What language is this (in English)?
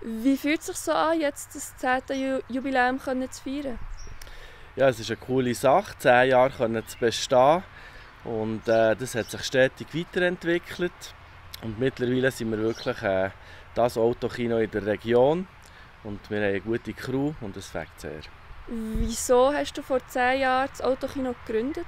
Swiss German